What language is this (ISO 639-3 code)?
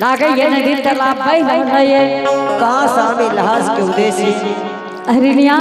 anp